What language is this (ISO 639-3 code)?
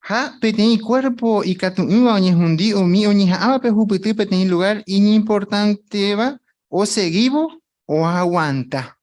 grn